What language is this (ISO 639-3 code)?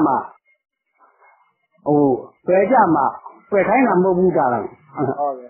mya